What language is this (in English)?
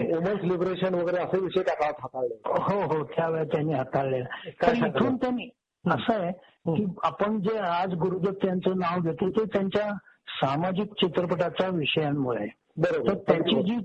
Marathi